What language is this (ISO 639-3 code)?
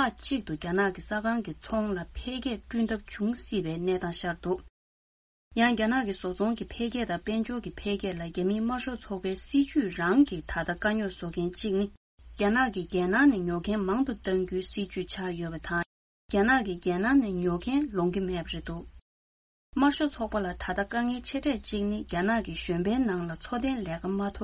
bod